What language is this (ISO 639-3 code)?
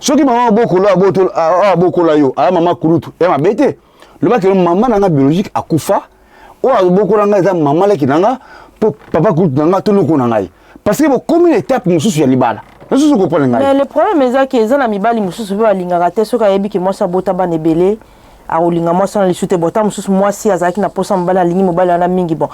lin